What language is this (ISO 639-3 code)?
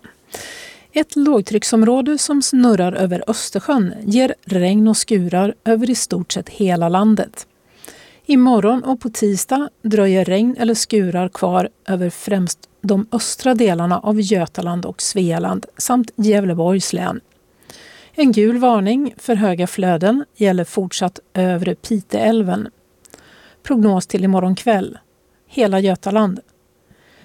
swe